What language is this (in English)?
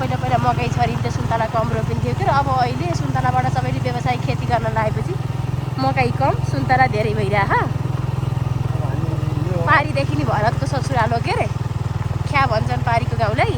Nepali